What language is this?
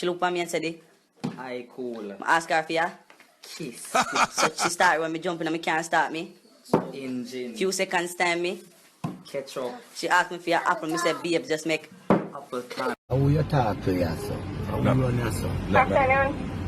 Jamaican Creole English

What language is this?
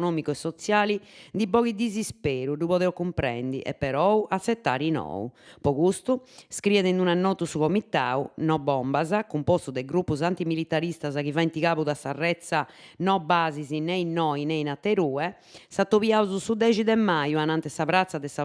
Sardinian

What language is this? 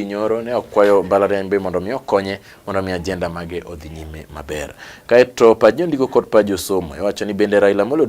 Luo (Kenya and Tanzania)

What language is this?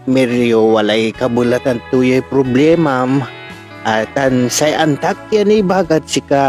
Pangasinan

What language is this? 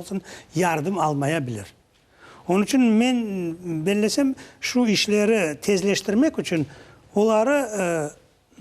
Crimean Tatar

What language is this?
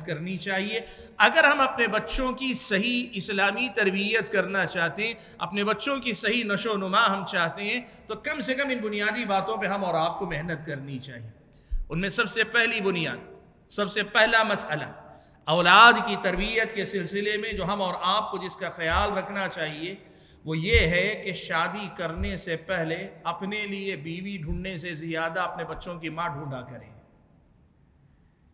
Urdu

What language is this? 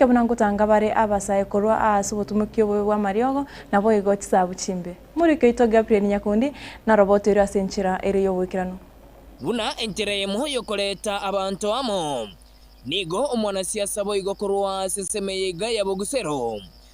Gusii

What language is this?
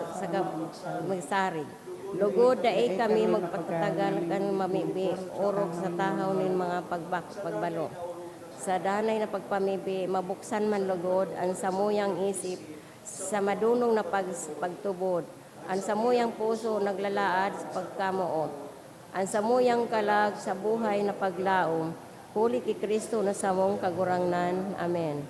Bikol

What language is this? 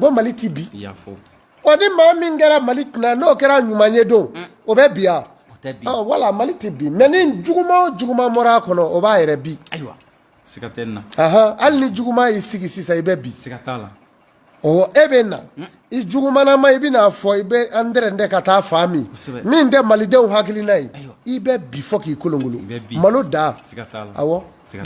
Bambara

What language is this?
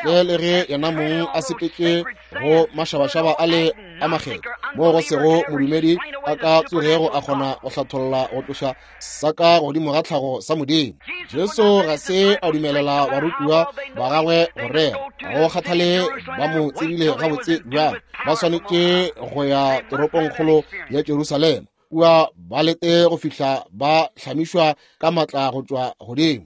Northern Sotho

